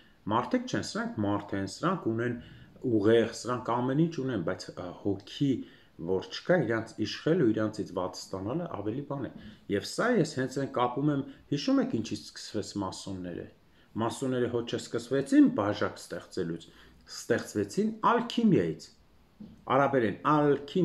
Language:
Armenian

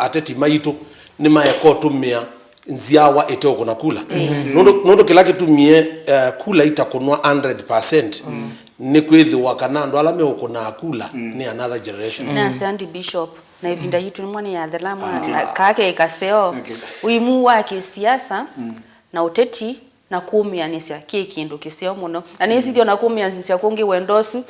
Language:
Kamba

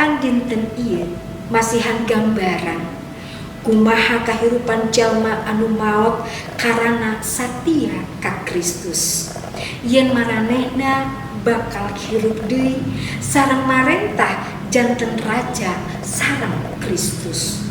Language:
Sundanese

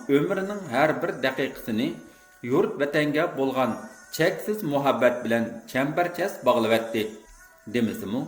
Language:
Uyghur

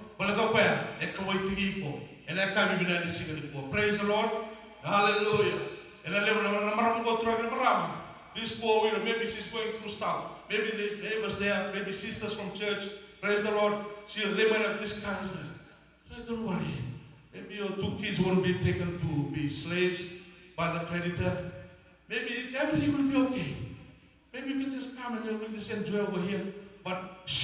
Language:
Fijian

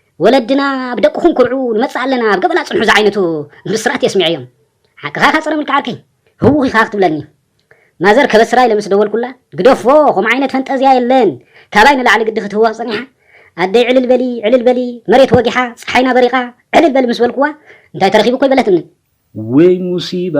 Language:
Tigrinya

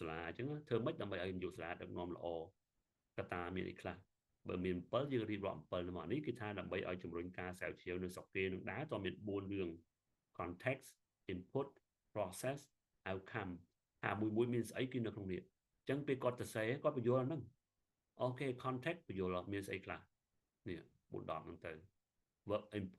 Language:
Khmer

